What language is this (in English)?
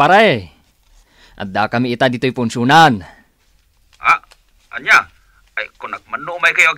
Iloko